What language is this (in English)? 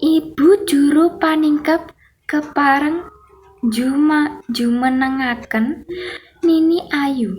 Javanese